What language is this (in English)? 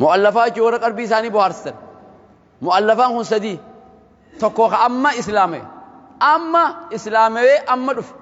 Oromo